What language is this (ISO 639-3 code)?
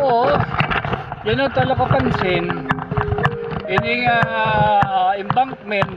war